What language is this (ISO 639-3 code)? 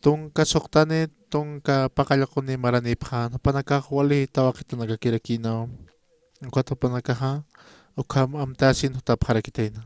aym